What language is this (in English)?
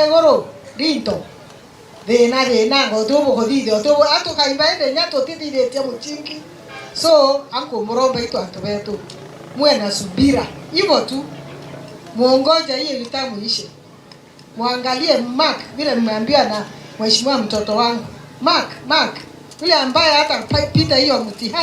Meru